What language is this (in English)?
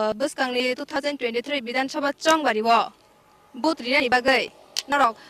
Kok Borok